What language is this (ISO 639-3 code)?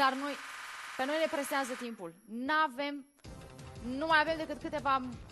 ron